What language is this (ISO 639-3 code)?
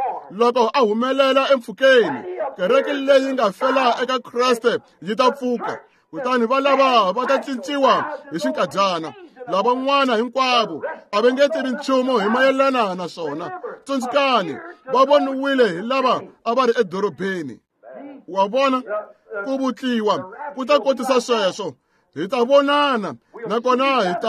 tso